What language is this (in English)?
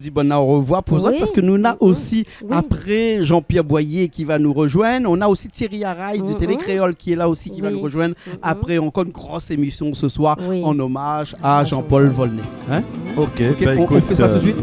Réunion Creole French